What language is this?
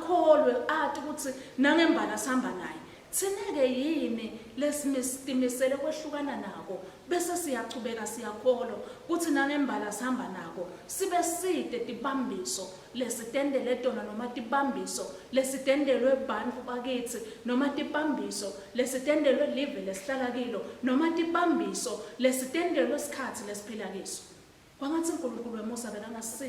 Swati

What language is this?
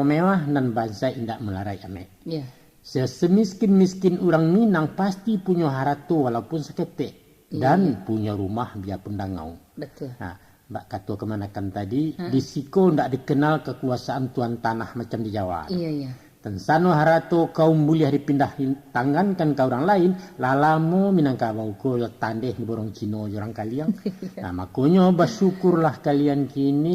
Minangkabau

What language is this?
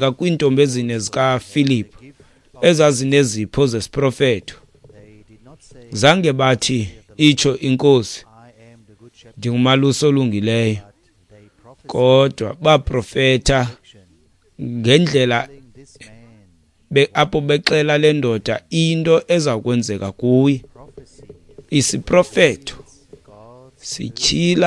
Xhosa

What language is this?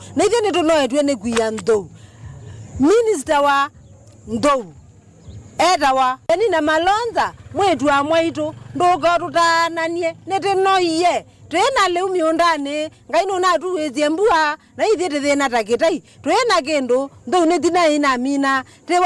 Kamba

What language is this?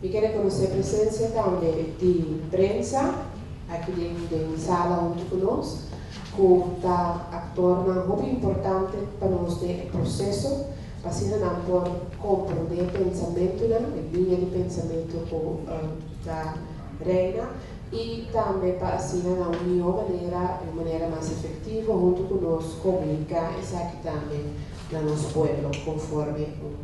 Papiamento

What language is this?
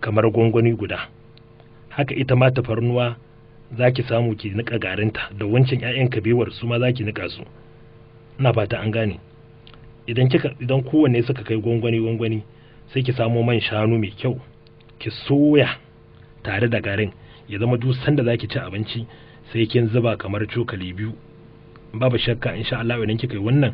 Hausa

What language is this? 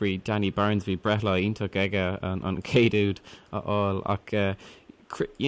Irish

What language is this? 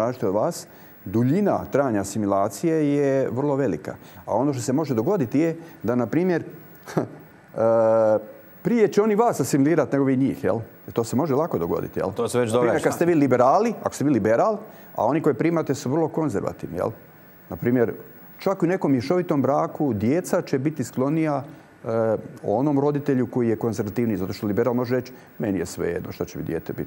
Croatian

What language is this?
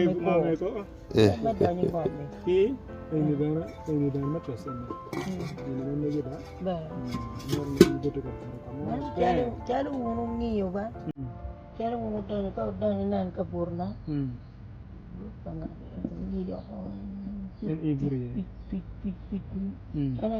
Acoli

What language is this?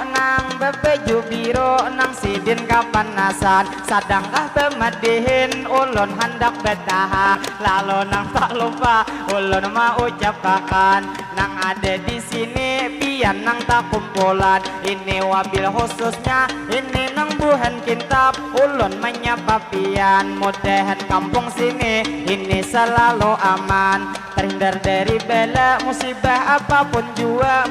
Banjar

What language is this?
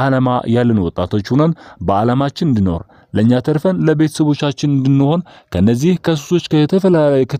Amharic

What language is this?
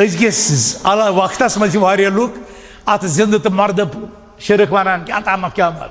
Kashmiri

